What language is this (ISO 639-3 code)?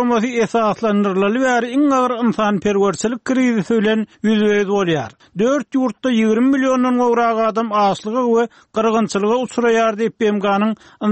tuk